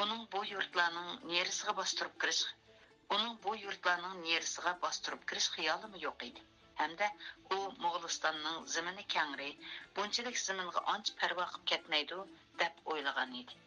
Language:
Uyghur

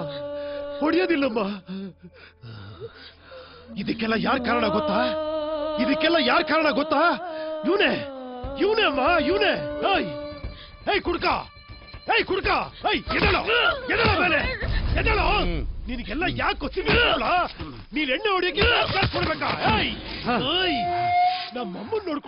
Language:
Kannada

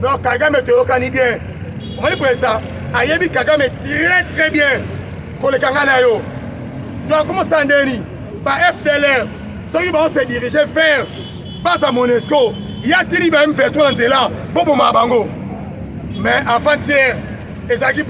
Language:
Lingala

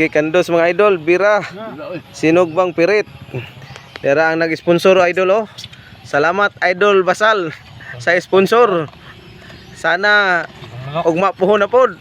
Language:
Cebuano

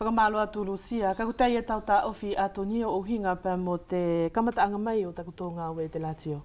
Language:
Wallisian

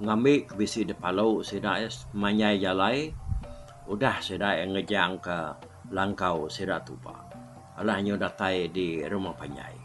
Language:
Iban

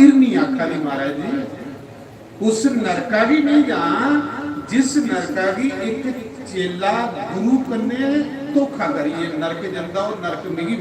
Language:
Dogri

